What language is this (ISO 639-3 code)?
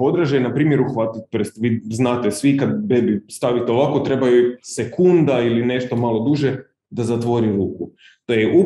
hrv